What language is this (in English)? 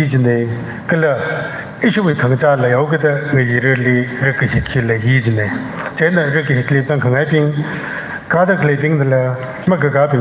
Tangkhul Naga (India)